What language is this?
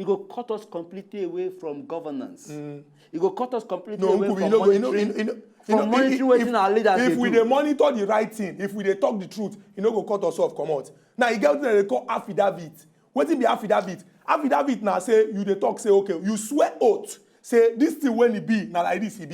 Nigerian Pidgin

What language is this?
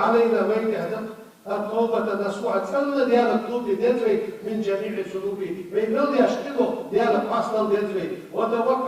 Ingush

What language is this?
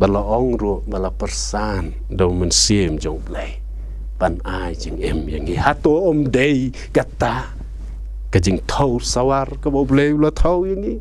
Khasi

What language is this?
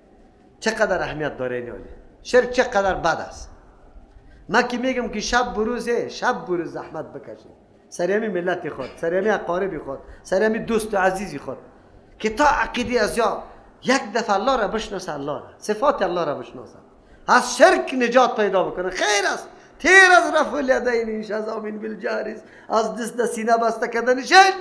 Persian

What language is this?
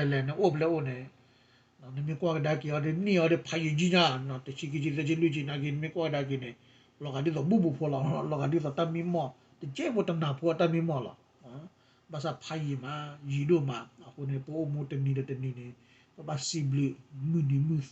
S'gaw Karen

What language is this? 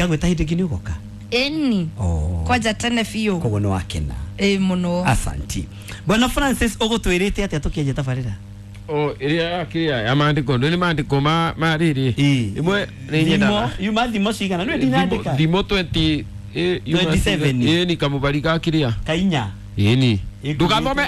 Kikuyu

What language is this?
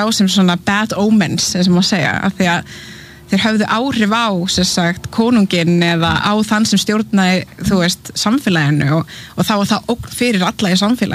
Icelandic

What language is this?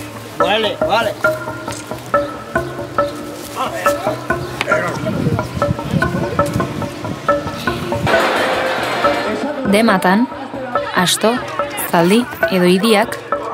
Basque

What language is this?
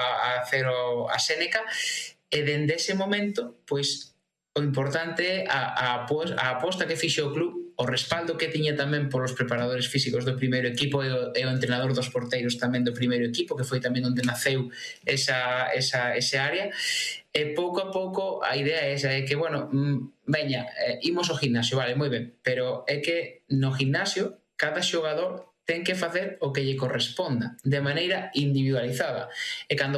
Galician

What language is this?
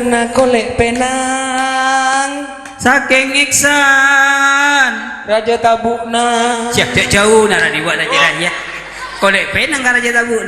Madurese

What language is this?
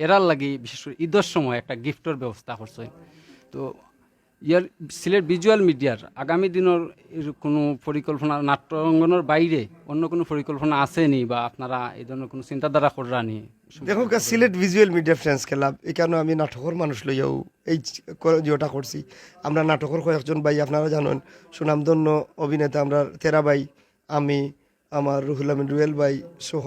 Sylheti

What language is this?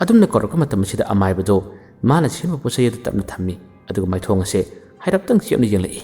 Manipuri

